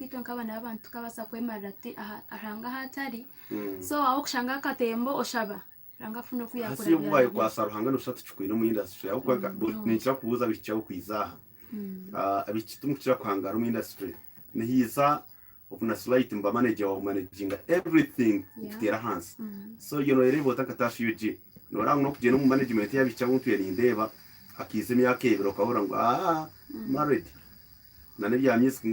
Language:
Nyankole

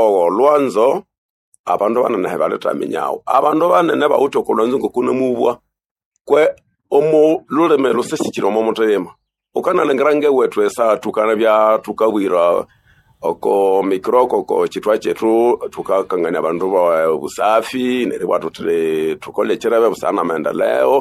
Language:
Nande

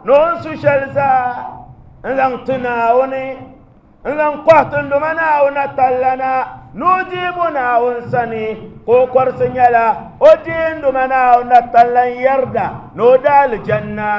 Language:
Dagbani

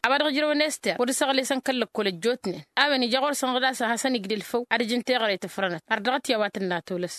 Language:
Tamasheq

